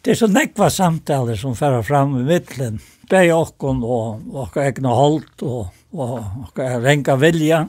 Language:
Faroese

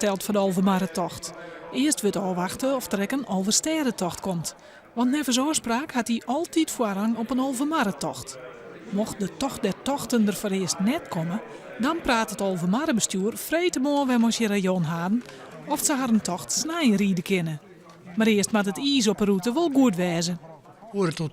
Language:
Western Frisian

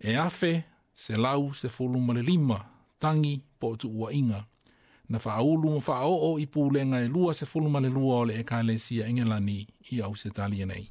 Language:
Samoan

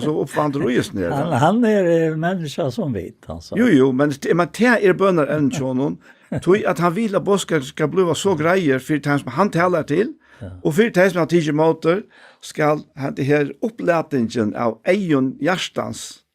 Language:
Faroese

